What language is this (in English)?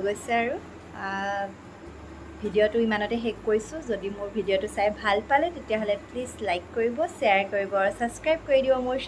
Assamese